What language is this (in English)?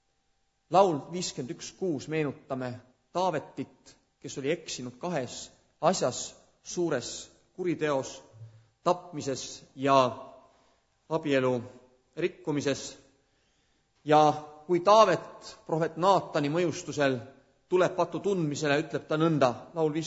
Estonian